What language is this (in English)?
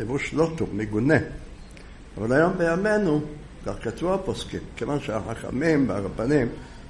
Hebrew